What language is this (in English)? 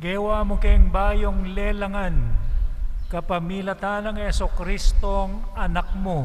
Pampanga